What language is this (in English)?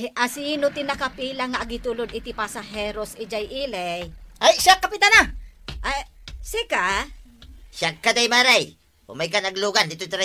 Iloko